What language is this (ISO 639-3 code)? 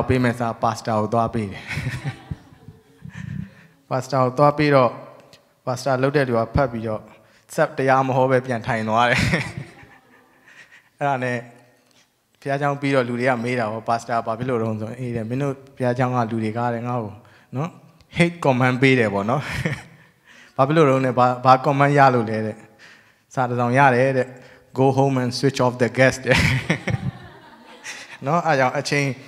mya